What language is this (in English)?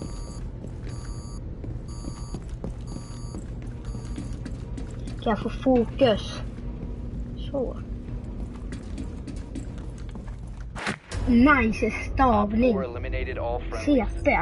Swedish